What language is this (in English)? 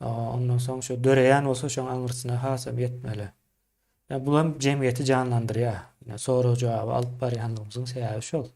Turkmen